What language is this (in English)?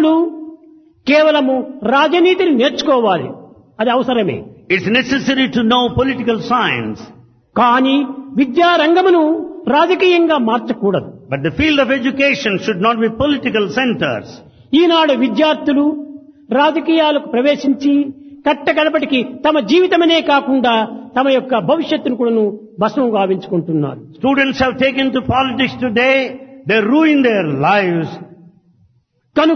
Telugu